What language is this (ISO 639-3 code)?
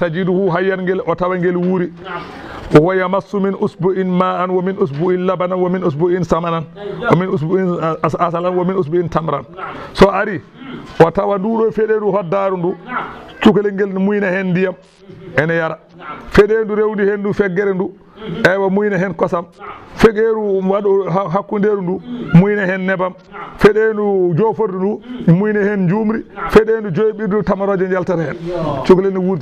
ful